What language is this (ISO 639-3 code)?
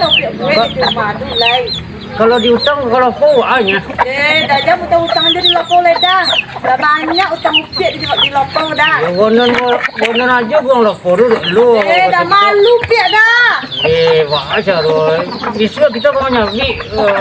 min